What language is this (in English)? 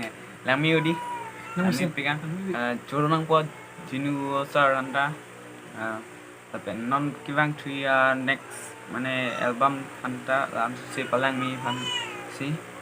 Karbi